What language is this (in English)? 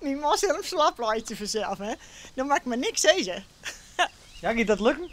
Western Frisian